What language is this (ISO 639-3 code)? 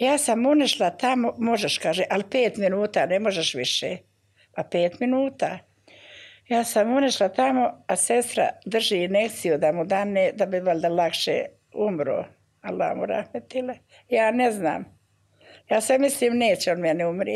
bos